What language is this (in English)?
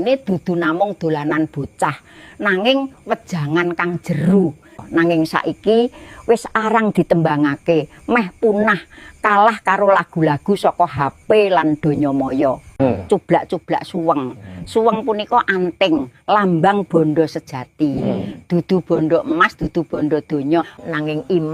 Javanese